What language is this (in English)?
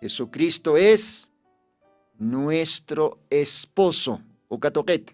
Aymara